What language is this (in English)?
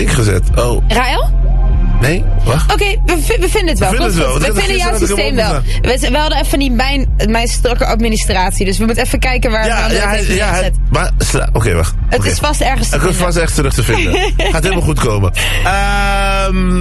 Dutch